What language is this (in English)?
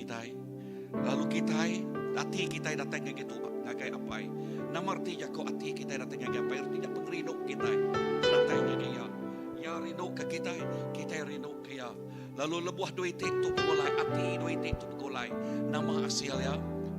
Iban